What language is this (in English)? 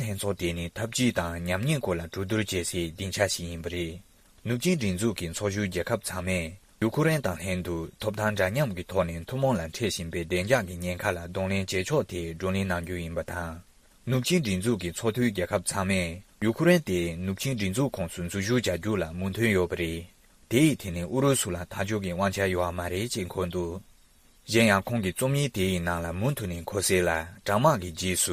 Tibetan